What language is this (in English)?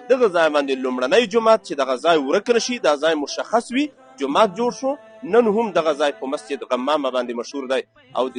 Pashto